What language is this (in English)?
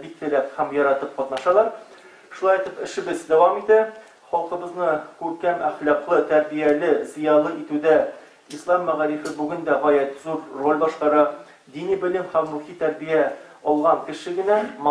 Tatar